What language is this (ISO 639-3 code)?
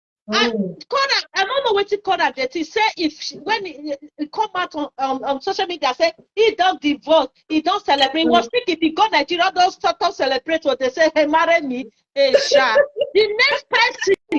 pcm